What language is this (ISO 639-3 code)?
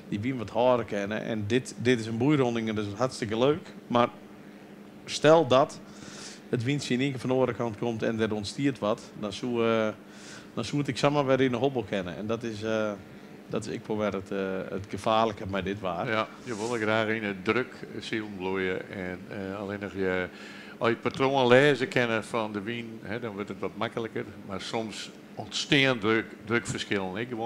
fry